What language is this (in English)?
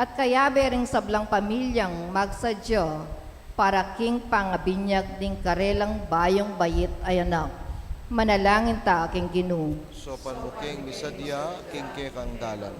Pampanga